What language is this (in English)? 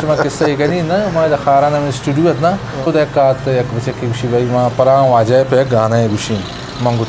Eastern Balochi